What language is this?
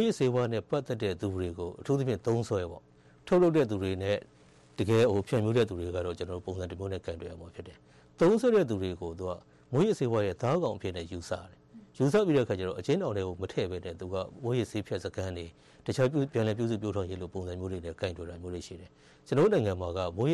Burmese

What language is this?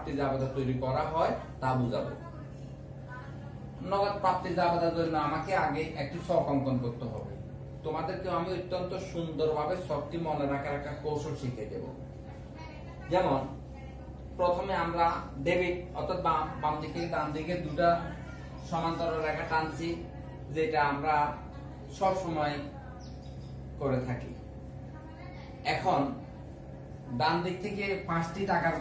Bangla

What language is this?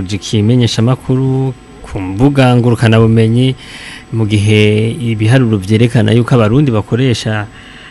Rundi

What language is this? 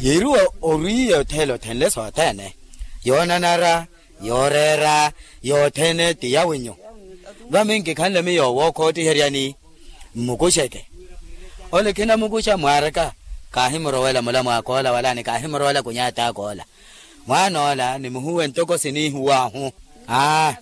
Makhuwa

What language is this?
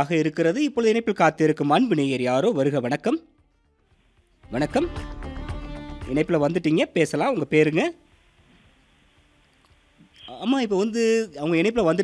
Tamil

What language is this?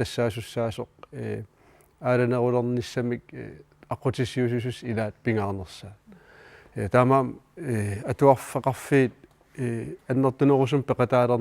Kalaallisut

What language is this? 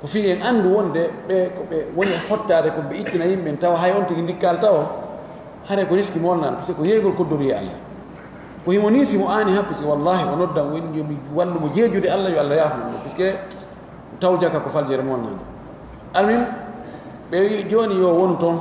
Pular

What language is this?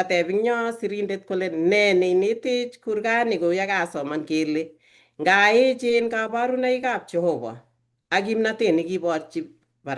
Kalenjin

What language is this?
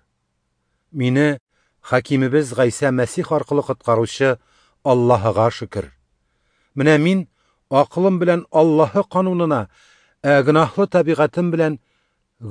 Tatar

